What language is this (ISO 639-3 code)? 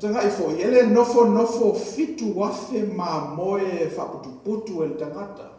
smo